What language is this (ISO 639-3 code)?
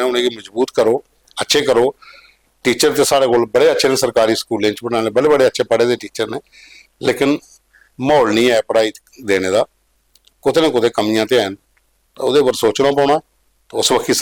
doi